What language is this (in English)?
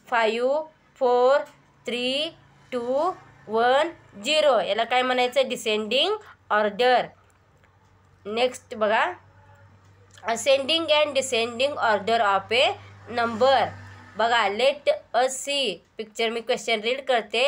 Marathi